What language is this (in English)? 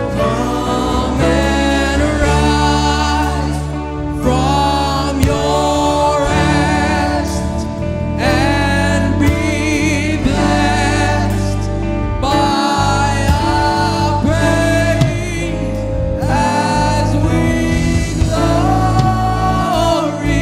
Hiligaynon